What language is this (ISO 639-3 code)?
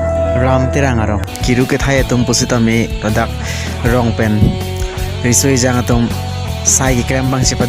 mjw